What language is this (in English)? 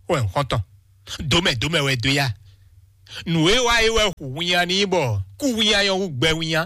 Fon